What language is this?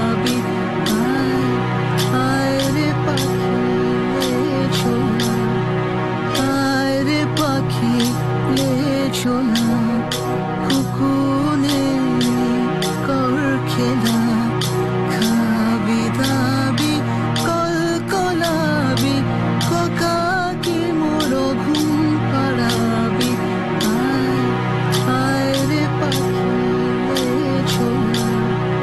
Bangla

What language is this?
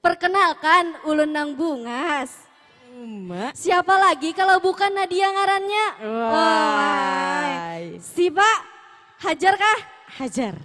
Banjar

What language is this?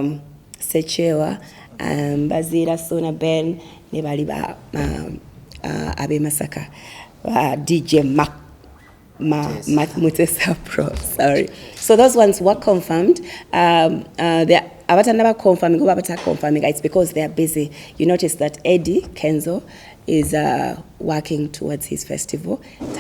Ganda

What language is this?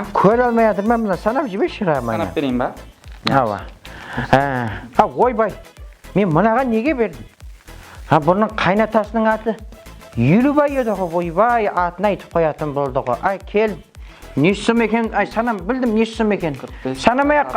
Kara-Kalpak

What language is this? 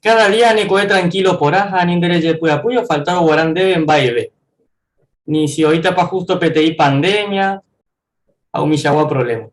Guarani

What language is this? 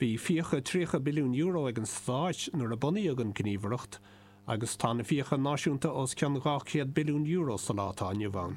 Irish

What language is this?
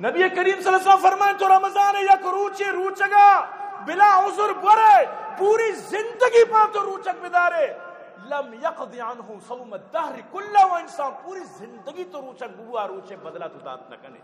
Eastern Balochi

